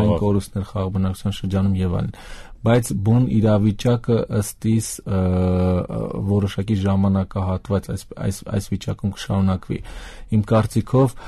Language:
Armenian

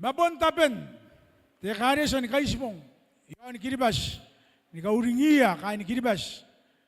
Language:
Gilbertese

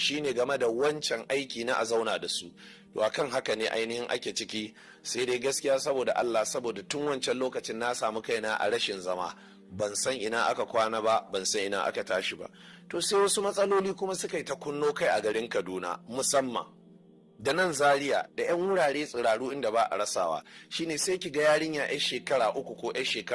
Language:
Hausa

